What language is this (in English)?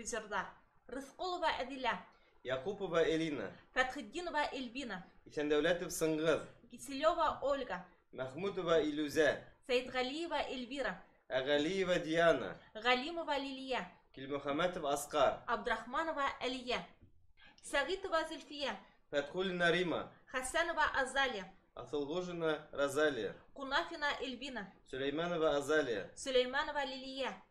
Bashkir